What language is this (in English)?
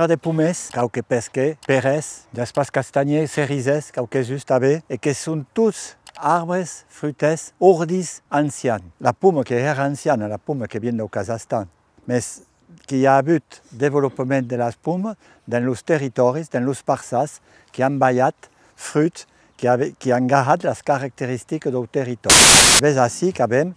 Occitan